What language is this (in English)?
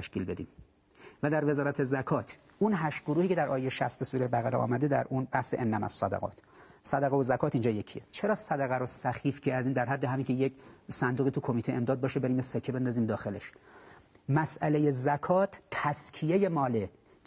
Persian